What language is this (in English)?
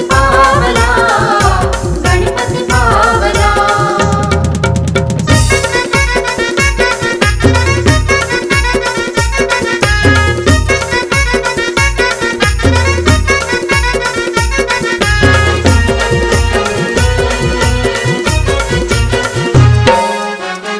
Marathi